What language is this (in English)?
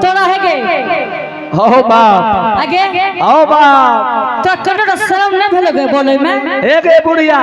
Angika